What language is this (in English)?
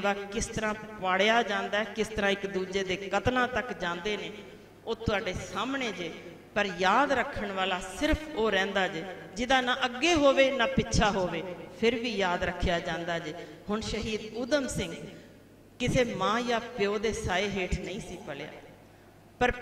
Punjabi